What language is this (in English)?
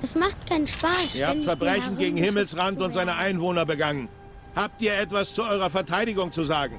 Swiss German